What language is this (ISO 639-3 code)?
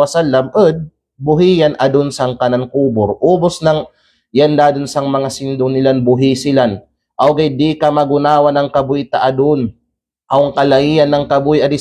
kqe